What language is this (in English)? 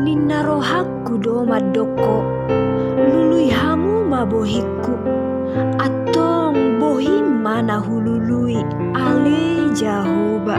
Batak Toba